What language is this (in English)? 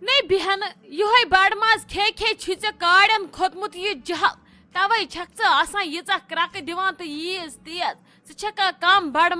Kashmiri